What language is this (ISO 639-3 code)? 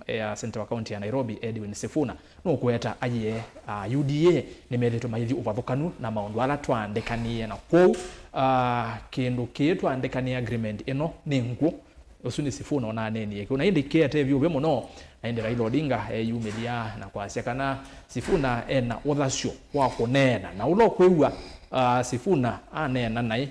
kam